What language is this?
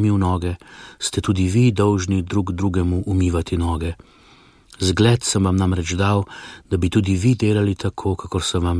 Slovenian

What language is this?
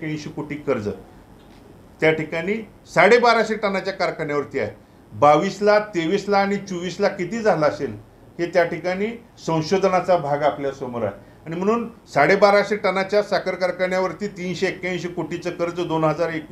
Marathi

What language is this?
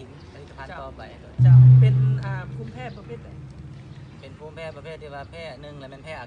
Lao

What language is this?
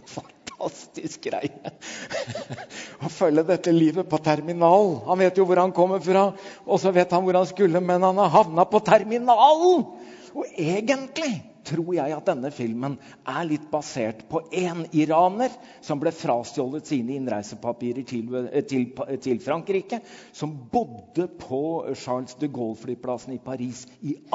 Norwegian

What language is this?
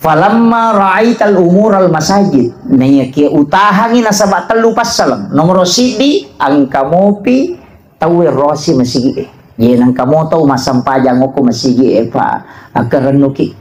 Buginese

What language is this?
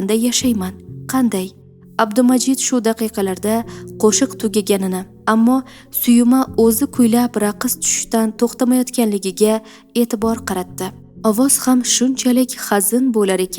Uzbek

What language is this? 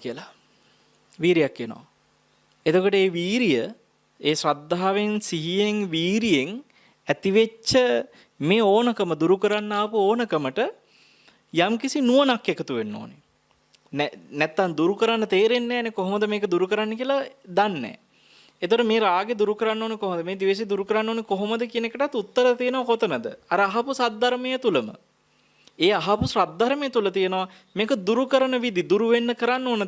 Sinhala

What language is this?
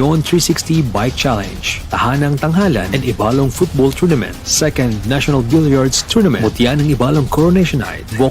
Bikol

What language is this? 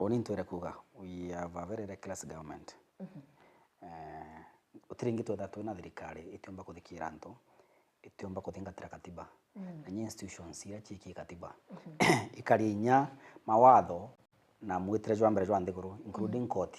Meru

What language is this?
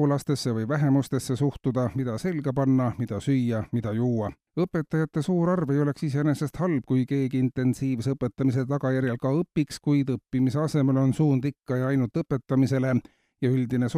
Estonian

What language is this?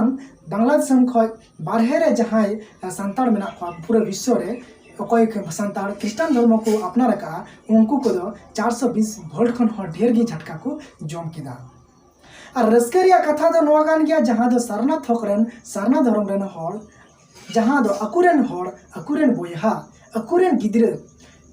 Santali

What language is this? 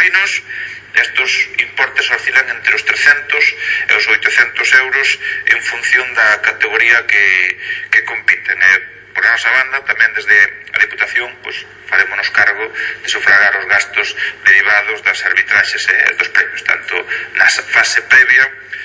Galician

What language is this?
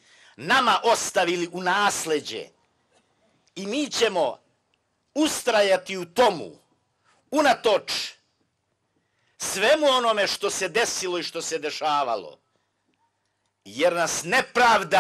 Bosnian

